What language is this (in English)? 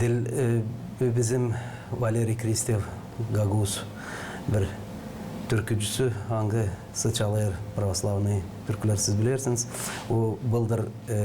Gagauz